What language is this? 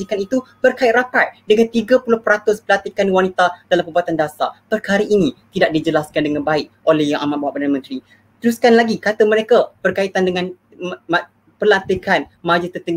Malay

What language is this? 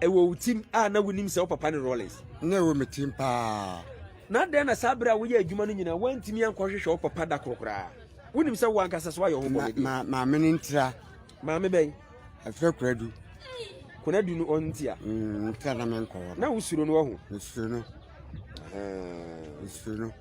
Akan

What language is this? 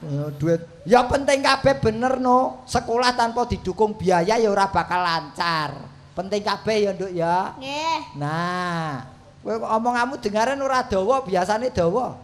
Javanese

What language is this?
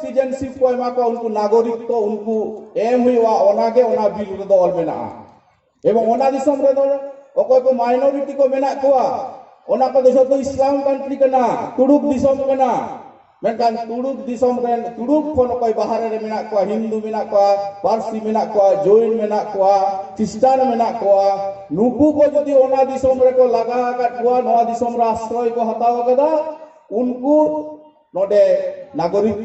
Santali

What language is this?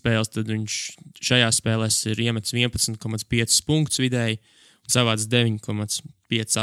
Latvian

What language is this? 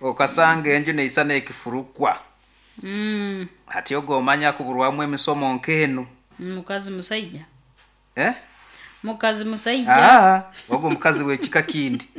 Nyoro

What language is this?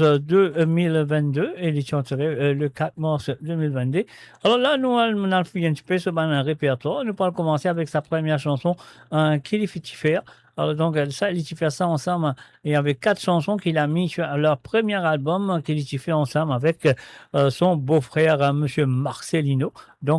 Morisyen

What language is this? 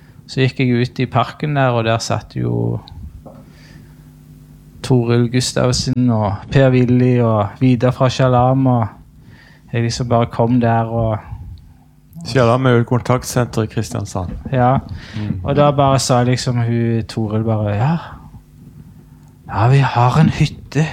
Norwegian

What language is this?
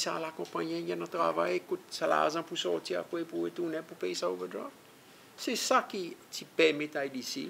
Seselwa Creole French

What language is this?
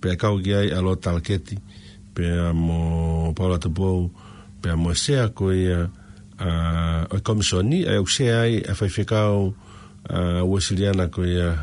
Tongan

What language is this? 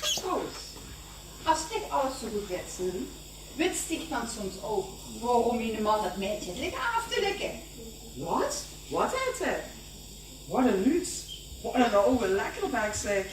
Limburgish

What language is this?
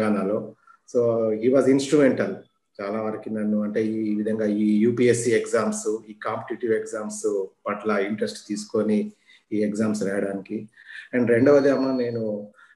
Telugu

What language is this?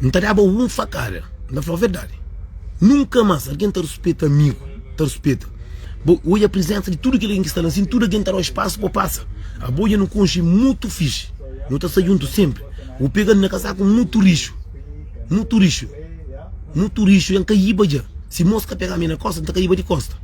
Kabuverdianu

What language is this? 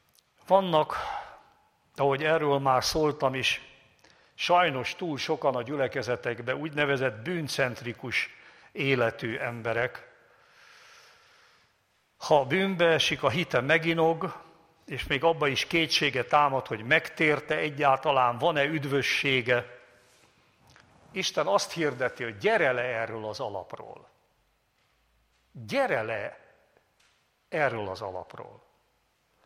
Hungarian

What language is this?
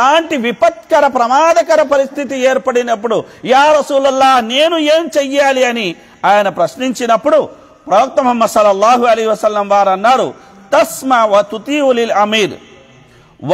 Telugu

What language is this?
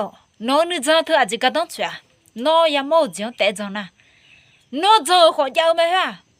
Akha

